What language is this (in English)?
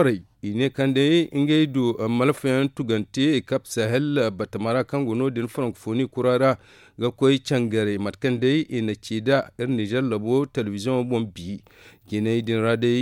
Zarma